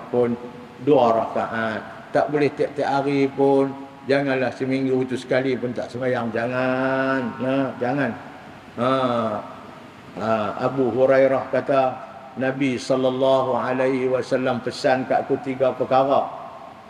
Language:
Malay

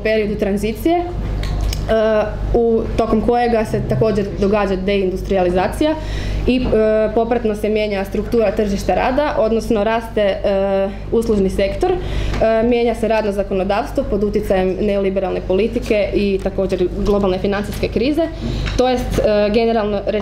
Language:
Croatian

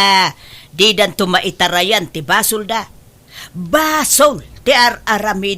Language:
Iloko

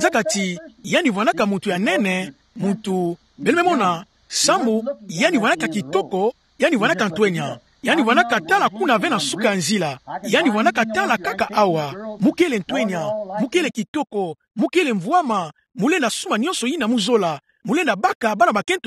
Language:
Kituba (Democratic Republic of Congo)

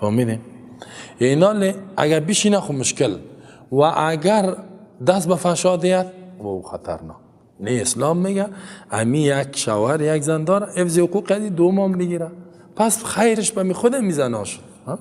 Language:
Persian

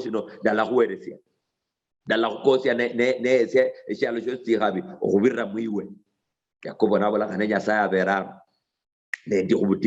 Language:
Luyia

